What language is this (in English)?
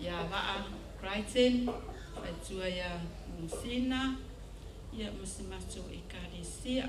Samoan